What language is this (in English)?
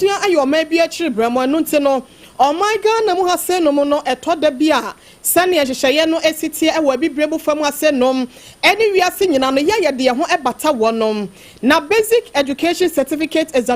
Akan